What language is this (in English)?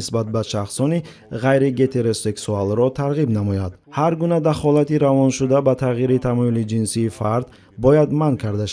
Tajik